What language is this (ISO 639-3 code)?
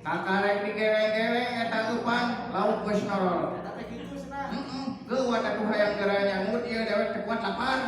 sun